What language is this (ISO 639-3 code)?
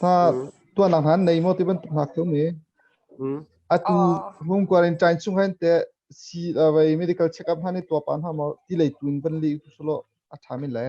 cnh